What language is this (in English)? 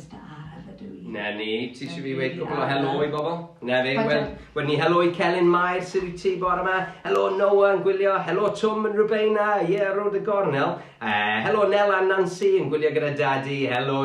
Welsh